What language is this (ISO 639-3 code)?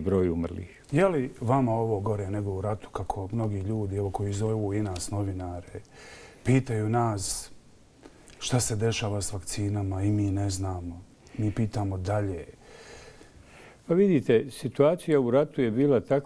bos